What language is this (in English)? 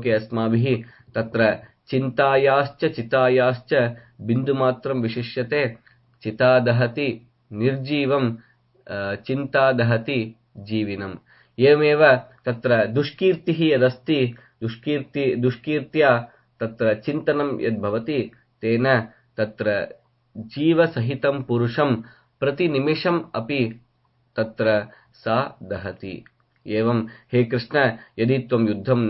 Sanskrit